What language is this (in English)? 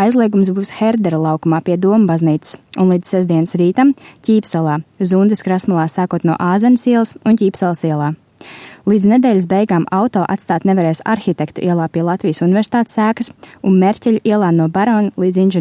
Latvian